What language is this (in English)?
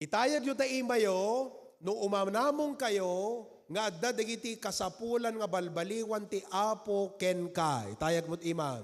Iloko